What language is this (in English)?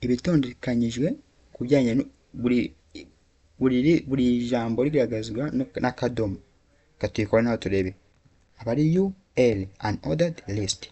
Kinyarwanda